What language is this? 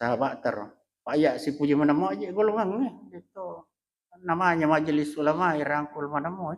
Buginese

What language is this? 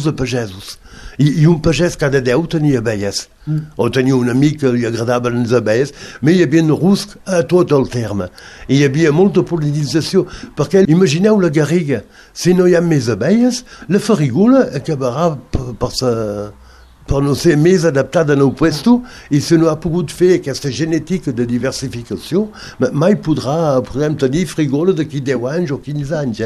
Catalan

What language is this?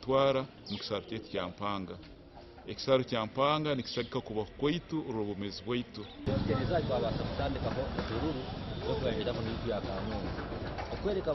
Nyankole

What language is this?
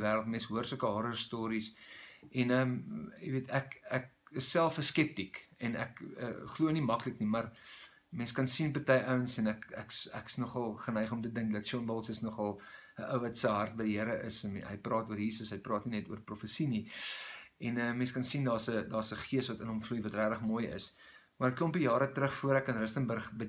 Afrikaans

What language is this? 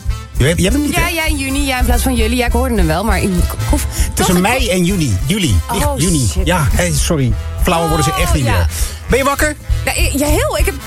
Dutch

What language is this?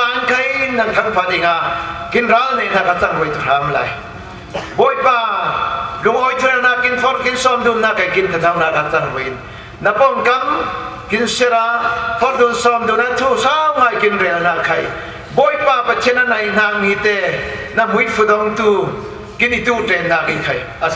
Falam Chin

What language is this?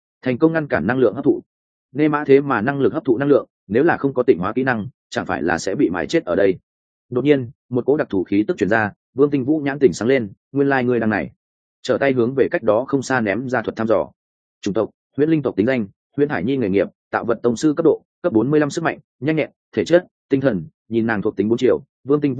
Vietnamese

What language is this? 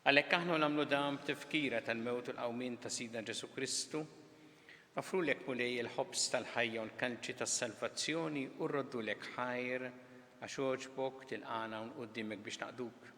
Maltese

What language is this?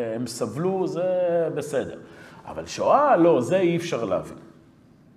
Hebrew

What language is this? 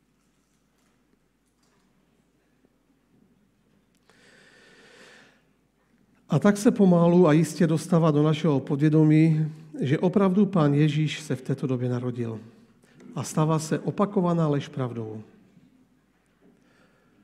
Czech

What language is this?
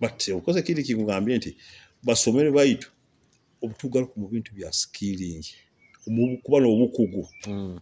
Nyoro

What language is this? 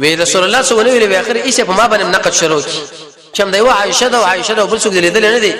Pashto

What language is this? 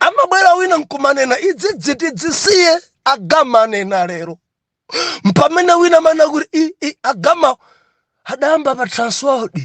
Nyanja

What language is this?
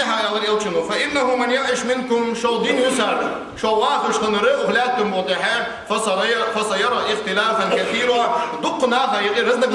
Ingush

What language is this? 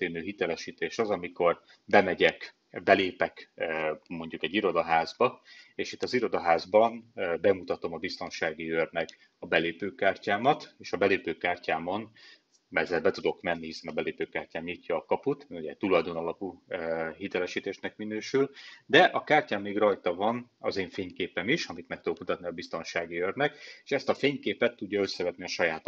Hungarian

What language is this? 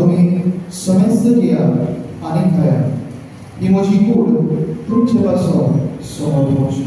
Konkani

